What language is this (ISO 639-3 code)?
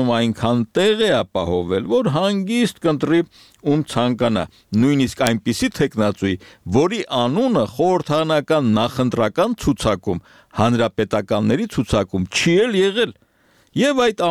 hye